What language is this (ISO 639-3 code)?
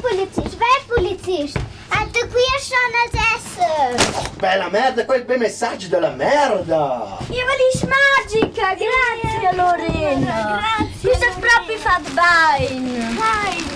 roh